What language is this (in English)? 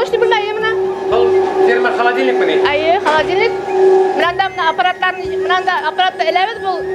Bashkir